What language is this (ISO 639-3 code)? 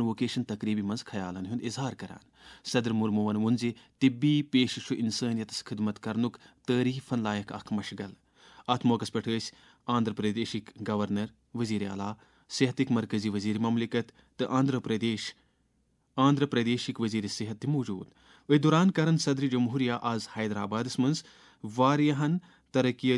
kas